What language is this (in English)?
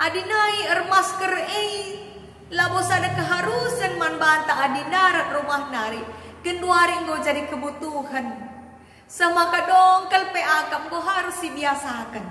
Batak Karo